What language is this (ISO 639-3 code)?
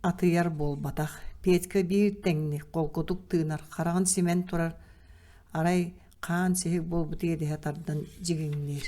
sah